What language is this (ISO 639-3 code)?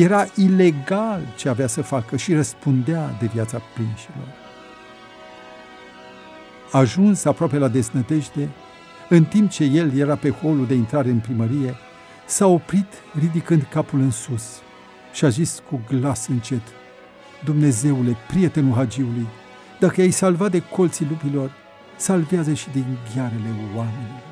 ron